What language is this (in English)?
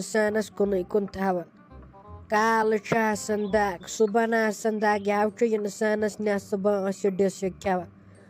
Kashmiri